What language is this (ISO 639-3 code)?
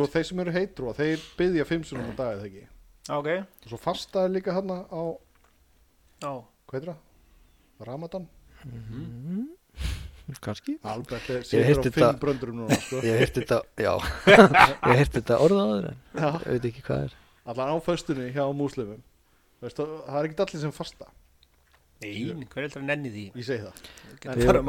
isl